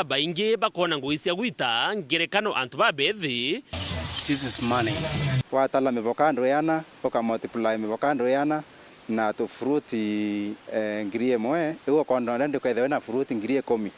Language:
Meru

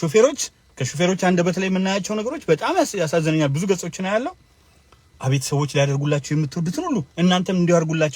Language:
Amharic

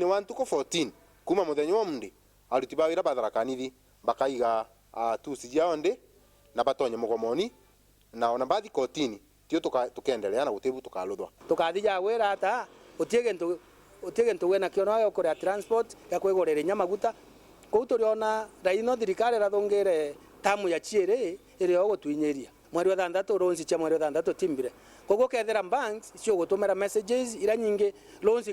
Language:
Meru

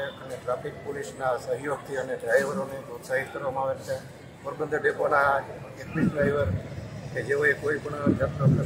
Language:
Gujarati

